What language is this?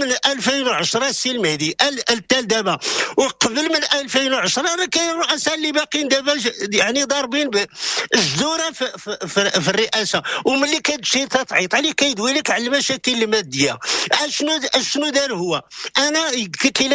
Moroccan Arabic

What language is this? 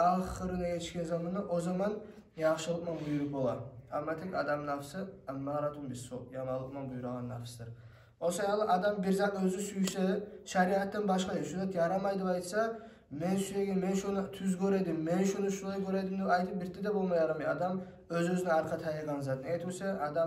Kumyk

